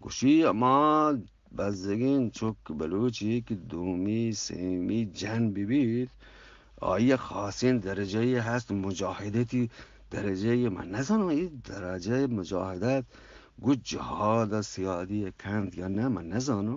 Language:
Eastern Balochi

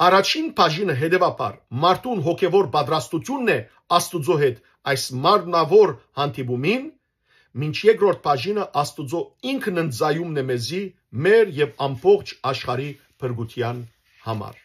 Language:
Western Armenian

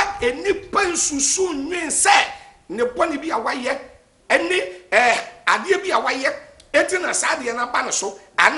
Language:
Akan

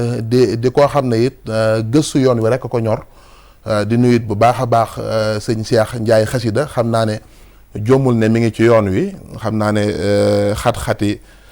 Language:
Wolof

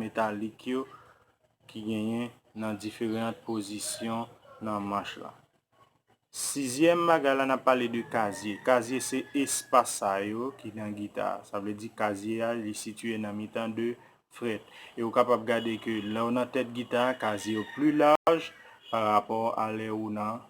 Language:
Haitian Creole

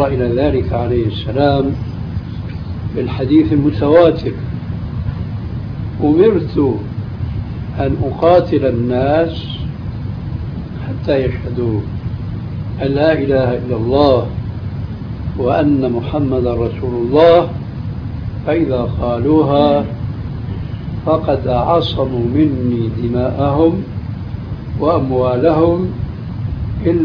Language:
Arabic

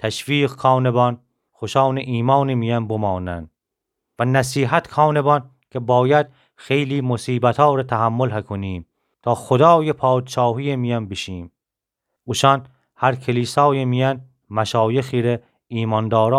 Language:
Gilaki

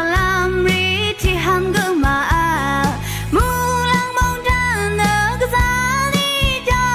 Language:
Rawang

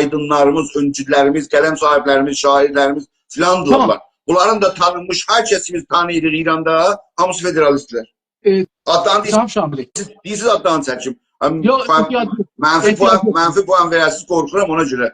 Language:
South Azerbaijani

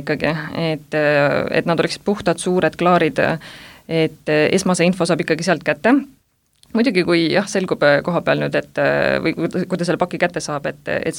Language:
Estonian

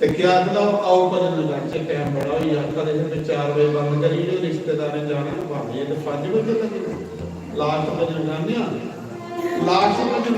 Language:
Dogri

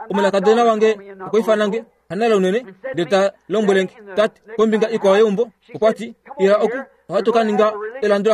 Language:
Kuanyama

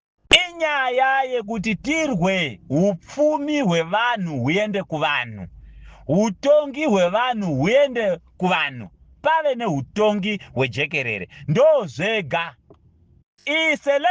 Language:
Shona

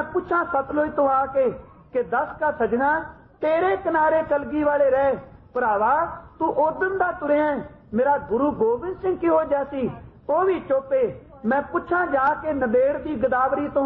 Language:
Punjabi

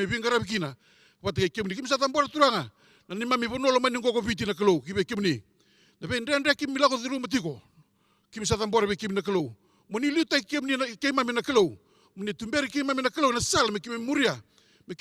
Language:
Fijian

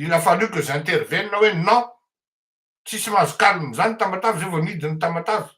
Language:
Malagasy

